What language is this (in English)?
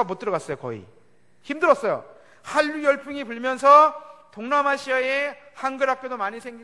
Korean